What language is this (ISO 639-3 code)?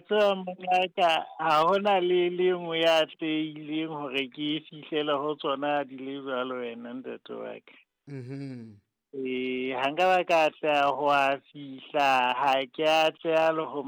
sot